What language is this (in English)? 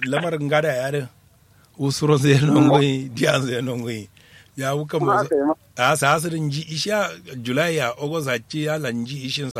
Kanuri